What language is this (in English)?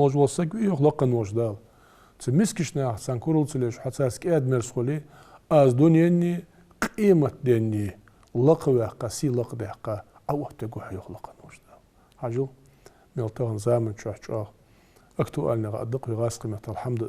Ingush